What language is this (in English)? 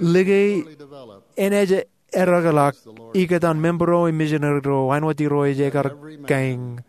Marshallese